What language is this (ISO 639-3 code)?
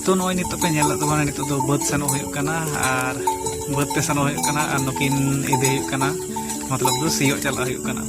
sat